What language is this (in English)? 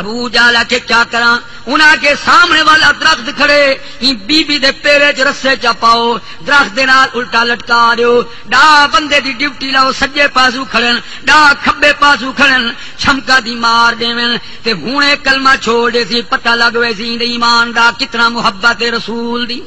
Saraiki